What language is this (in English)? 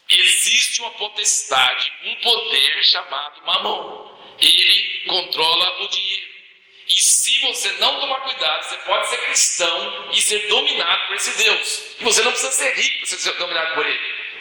Portuguese